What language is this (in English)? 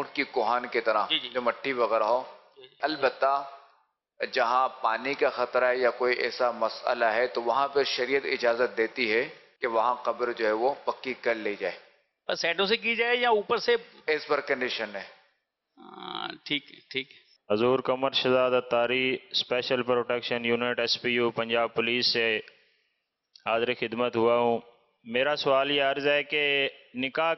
Urdu